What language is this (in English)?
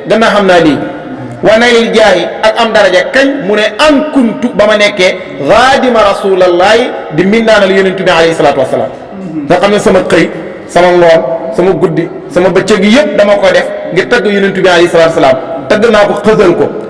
Wolof